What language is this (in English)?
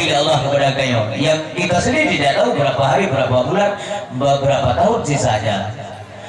Achinese